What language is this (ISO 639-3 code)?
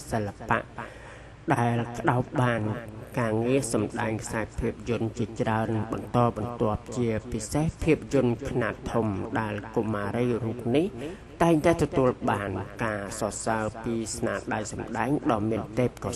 khm